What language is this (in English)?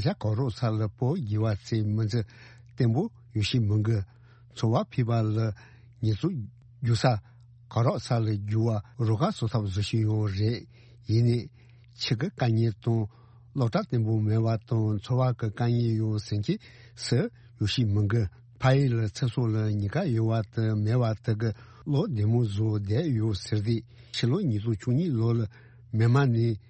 Tibetan